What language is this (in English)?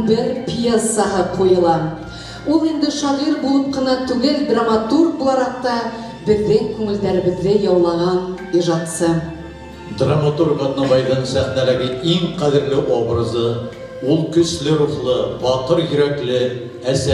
Bashkir